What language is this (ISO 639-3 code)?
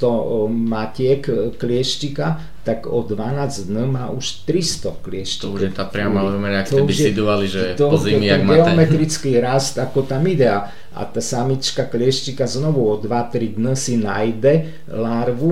slk